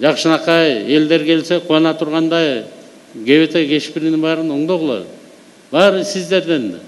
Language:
Kyrgyz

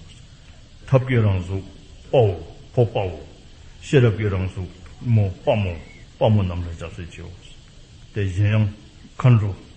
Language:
Dzongkha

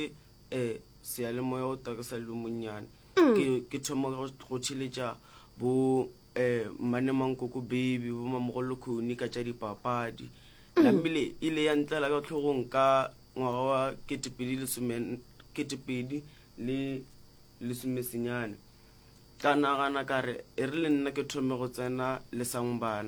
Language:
Northern Sotho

